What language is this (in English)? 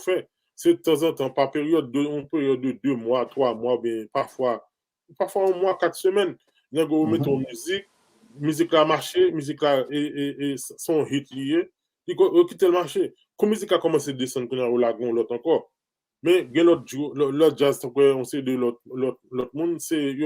Haitian Creole